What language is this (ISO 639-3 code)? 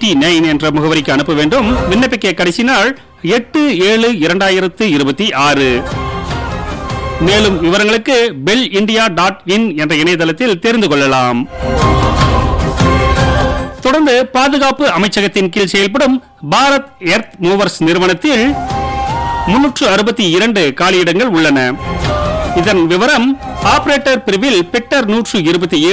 tam